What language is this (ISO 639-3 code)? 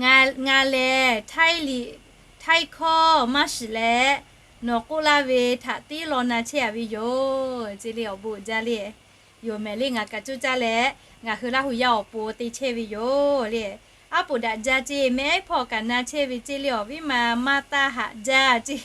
lhu